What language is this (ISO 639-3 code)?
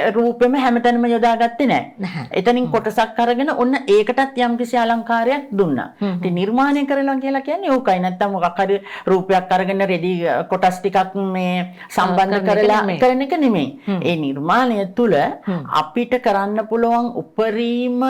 sin